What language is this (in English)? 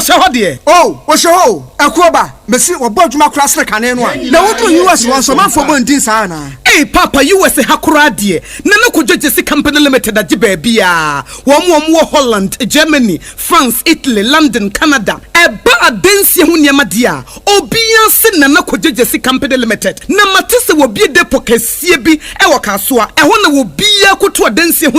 Akan